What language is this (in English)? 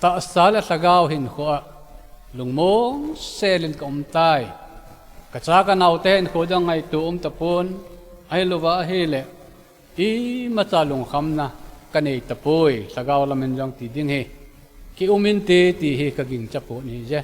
Thado Chin